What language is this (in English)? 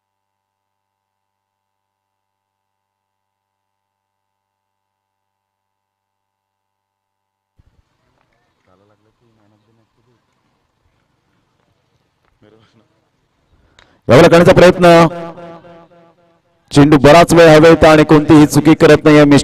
Marathi